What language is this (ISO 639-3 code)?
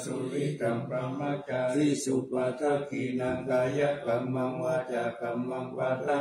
pli